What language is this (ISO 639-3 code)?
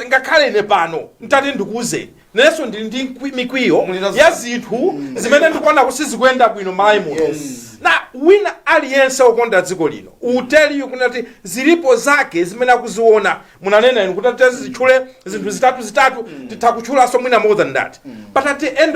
nya